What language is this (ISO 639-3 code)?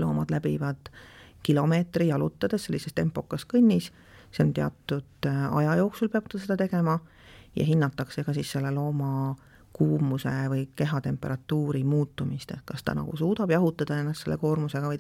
est